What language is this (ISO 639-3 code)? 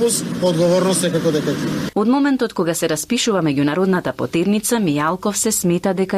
mkd